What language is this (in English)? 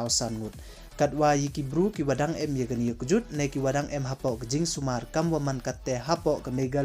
Pnar